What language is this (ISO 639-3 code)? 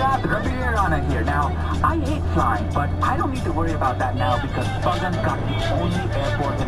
eng